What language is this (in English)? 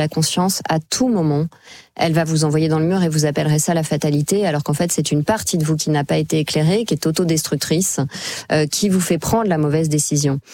French